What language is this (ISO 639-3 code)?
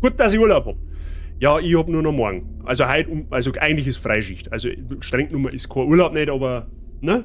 bar